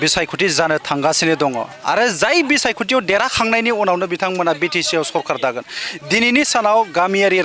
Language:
Bodo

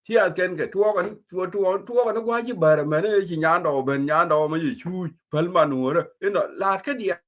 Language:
Nuer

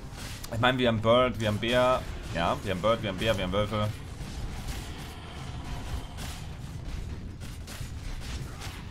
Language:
German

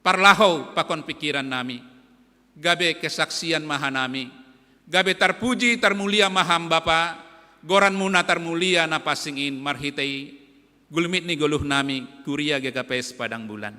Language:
Batak Simalungun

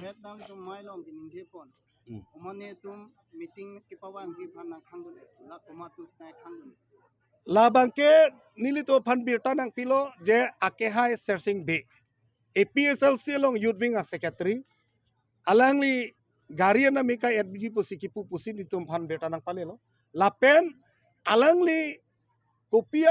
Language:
Karbi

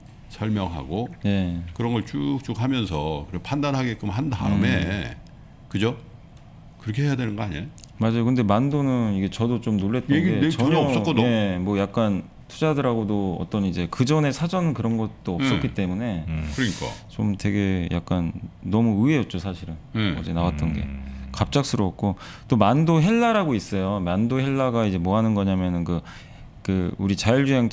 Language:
Korean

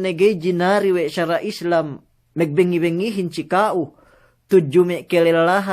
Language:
Yakan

